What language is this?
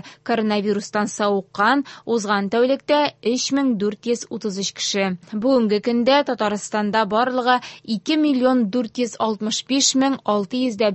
Tatar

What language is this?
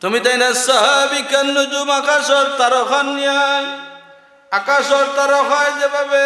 Sylheti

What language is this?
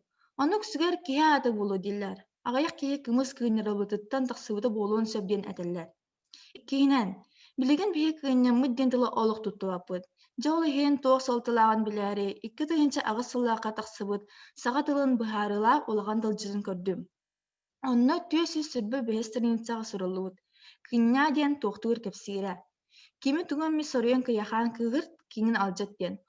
Yakut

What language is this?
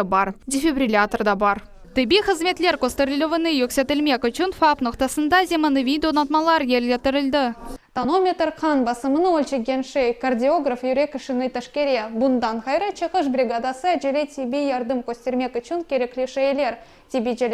Crimean Tatar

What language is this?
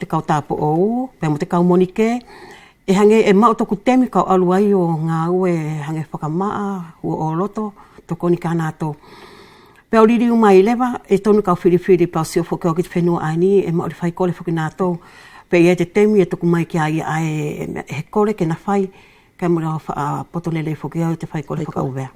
Wallisian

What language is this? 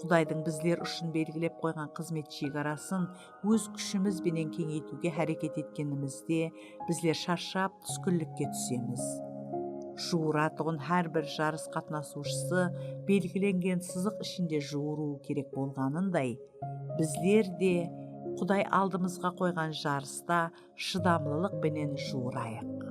Kara-Kalpak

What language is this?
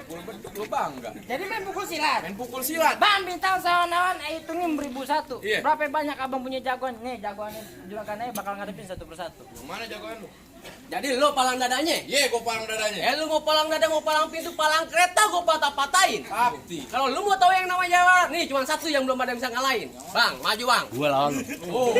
Betawi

